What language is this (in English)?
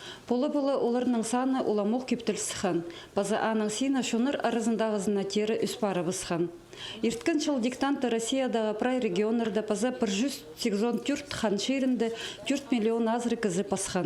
Khakas